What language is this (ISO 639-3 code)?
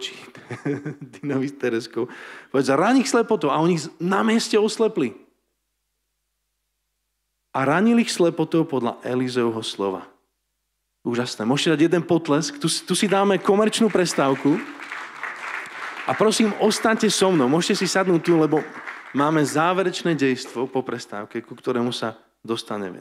slk